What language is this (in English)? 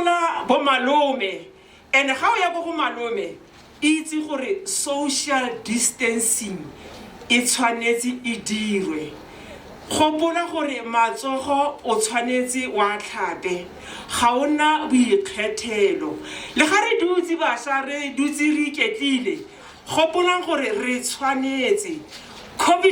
Tswana